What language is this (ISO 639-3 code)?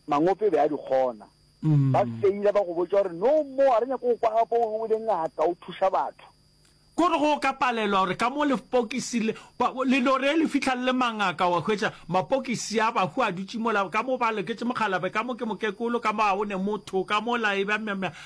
nso